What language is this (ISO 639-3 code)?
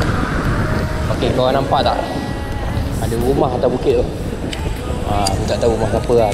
msa